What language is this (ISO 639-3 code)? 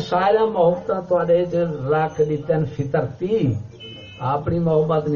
skr